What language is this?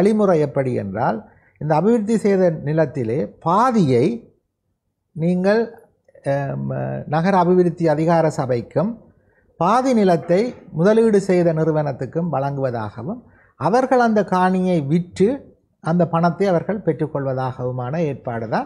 Tamil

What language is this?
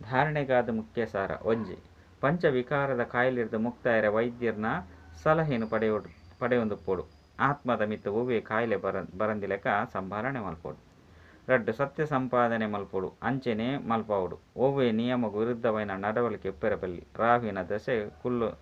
Tulu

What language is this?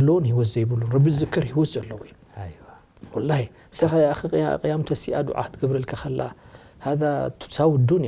Tigrinya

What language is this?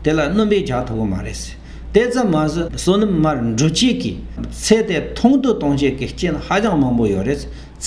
Tibetan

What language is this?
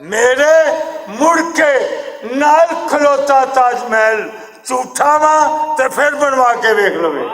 Western Panjabi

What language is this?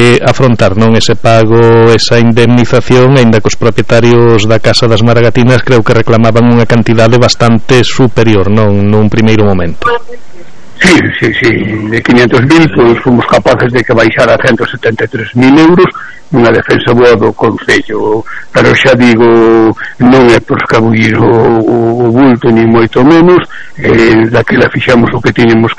Galician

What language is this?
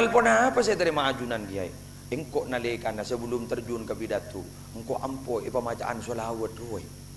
Madurese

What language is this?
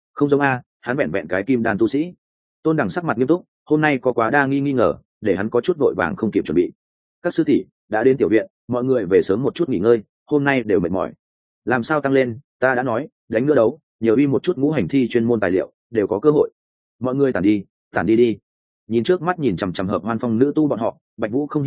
Vietnamese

